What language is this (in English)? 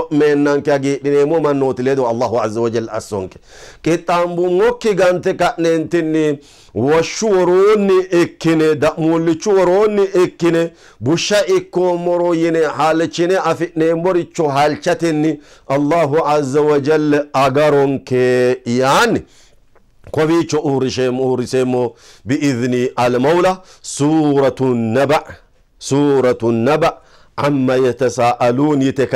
Sidamo